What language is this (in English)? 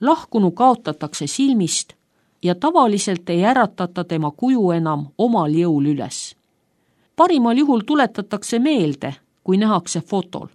Estonian